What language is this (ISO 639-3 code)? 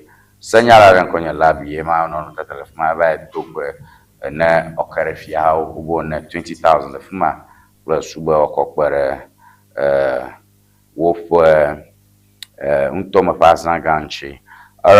ewe